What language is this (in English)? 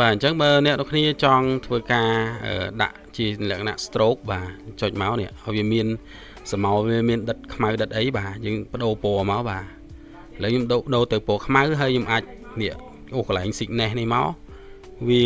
Khmer